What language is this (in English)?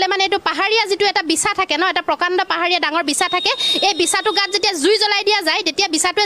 Assamese